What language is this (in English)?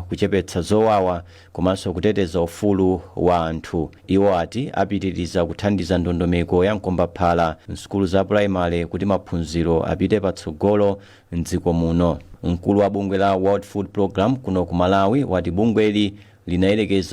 Nyanja